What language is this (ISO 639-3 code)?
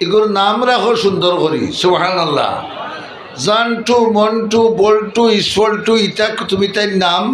syl